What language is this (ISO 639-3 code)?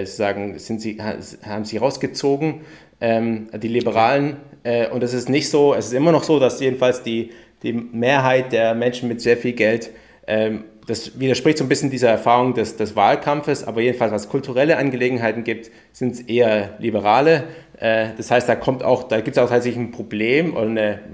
deu